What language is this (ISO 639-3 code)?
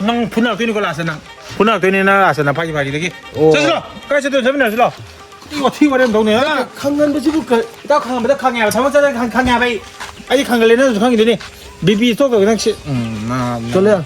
mni